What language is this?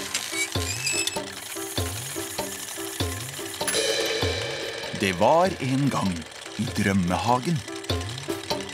Norwegian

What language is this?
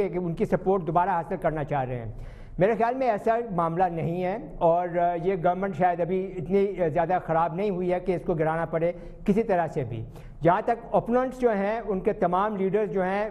Urdu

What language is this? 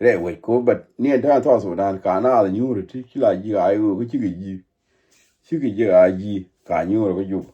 Nuer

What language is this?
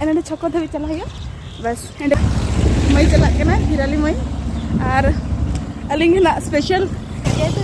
Santali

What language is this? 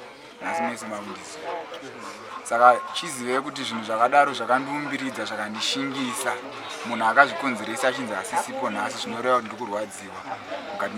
Shona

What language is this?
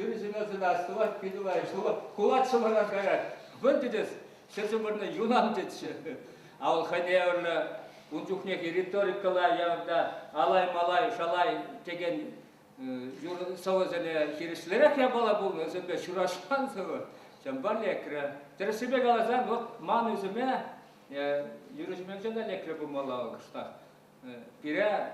Chuvash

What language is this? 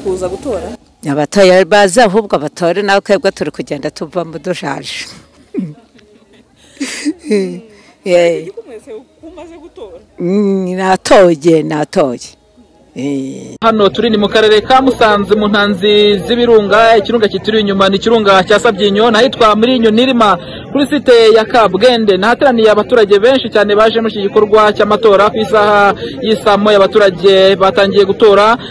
Kinyarwanda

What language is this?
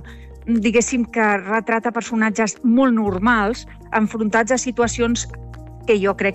Catalan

